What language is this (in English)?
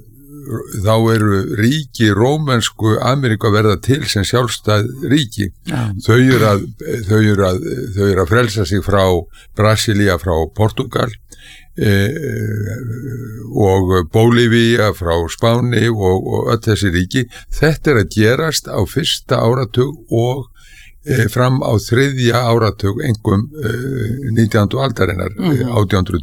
Icelandic